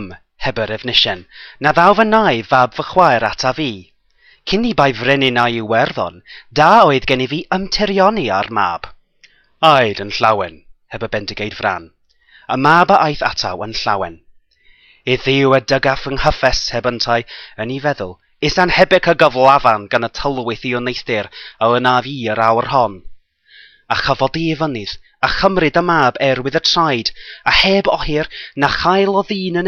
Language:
Welsh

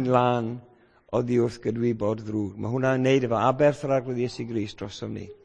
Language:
Welsh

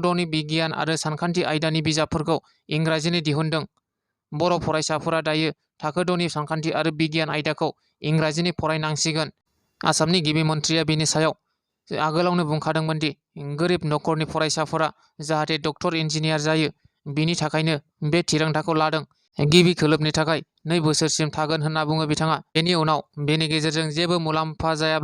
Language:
Bodo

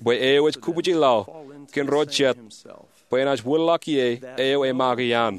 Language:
Marshallese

